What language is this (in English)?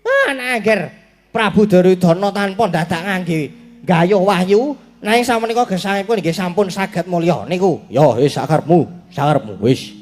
Javanese